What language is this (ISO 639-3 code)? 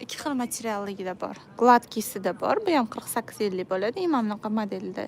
uzb